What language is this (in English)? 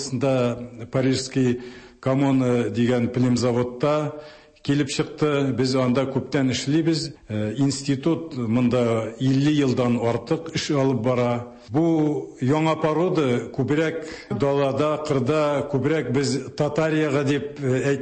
Tatar